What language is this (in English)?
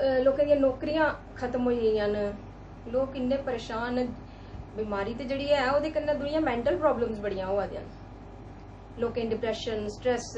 Dogri